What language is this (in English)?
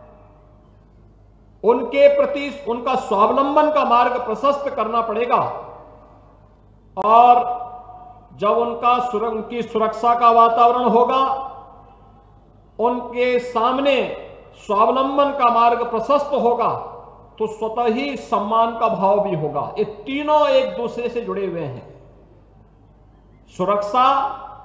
Hindi